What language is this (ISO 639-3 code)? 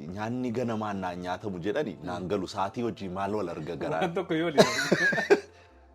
orm